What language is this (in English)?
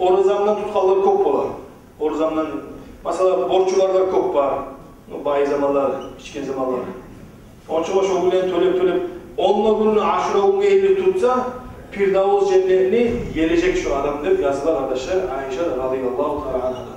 Kumyk